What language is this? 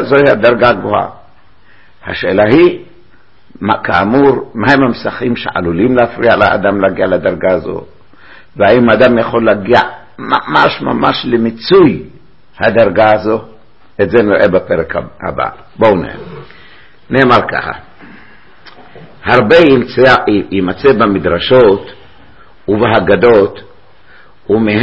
Hebrew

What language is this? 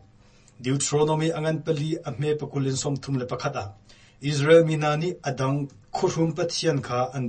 Hakha Chin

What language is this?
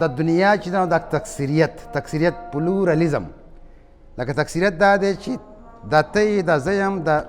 Pashto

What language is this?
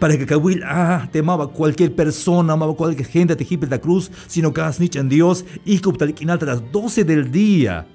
Tzeltal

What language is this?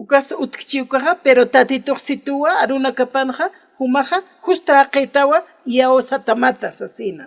Aymara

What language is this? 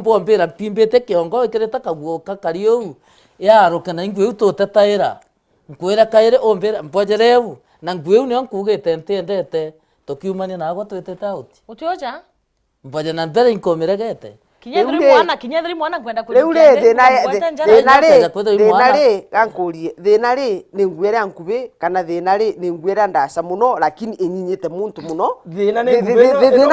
Meru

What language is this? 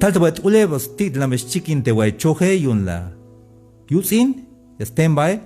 Tzeltal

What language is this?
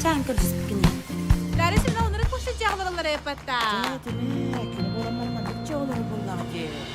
Yakut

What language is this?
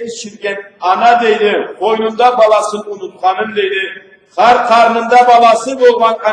Karachay-Balkar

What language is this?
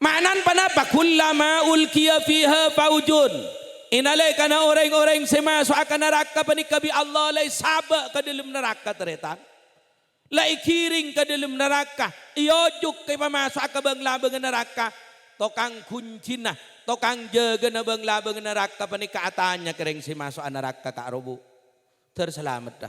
Madurese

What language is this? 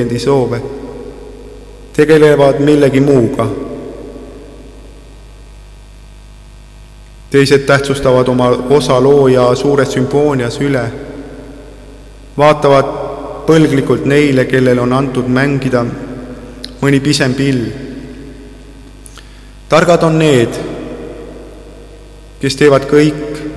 Estonian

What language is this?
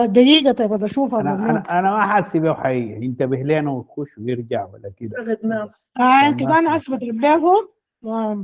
Sudanese Arabic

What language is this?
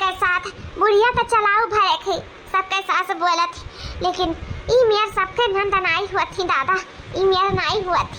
Awadhi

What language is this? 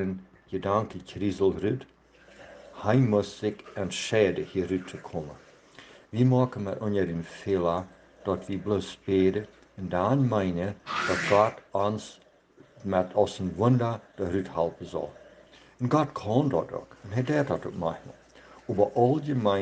Plautdietsch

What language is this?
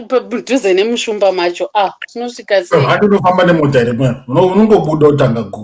Shona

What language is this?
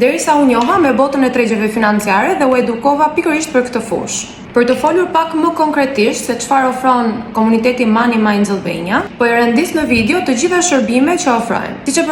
Albanian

